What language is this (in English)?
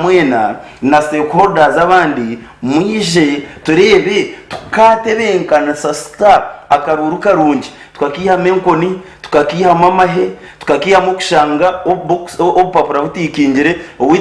Nyankole